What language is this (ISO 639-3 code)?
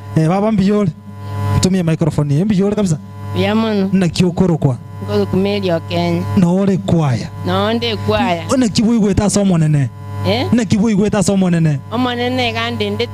guz